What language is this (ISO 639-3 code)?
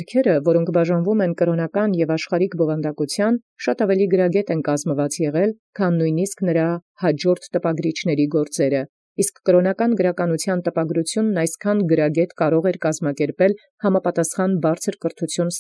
hye